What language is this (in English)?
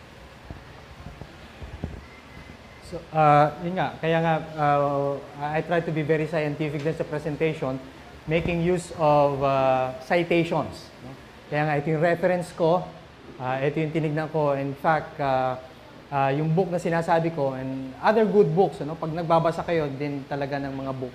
Filipino